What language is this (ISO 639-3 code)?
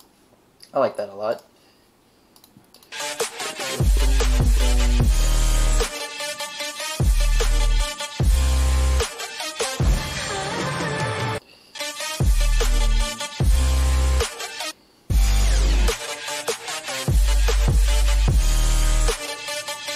eng